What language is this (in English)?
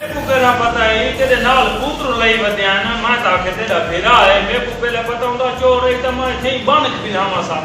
Saraiki